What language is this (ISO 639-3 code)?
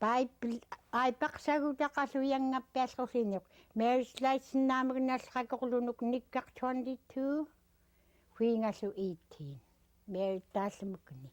esu